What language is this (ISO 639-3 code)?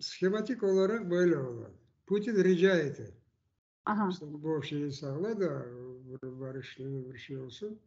crh